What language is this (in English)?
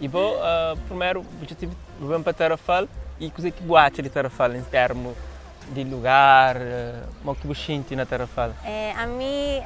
Kabuverdianu